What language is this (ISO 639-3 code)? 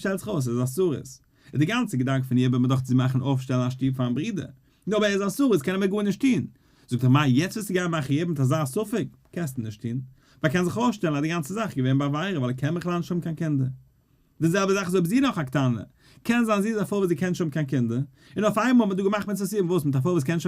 yid